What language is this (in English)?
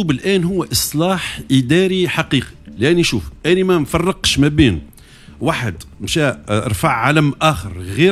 Tunisian Arabic